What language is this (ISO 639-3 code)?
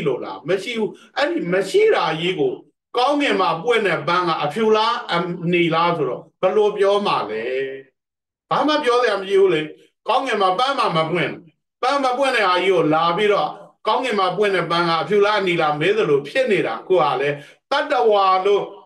mya